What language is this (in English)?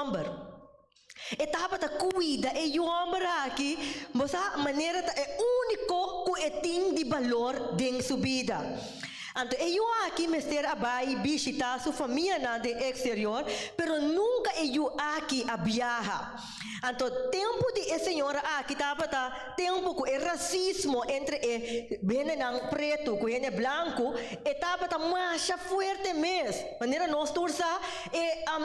Papiamento